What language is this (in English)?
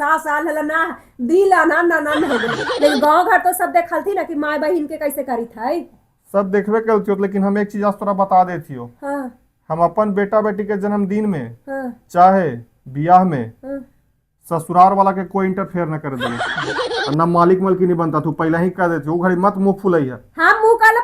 Magahi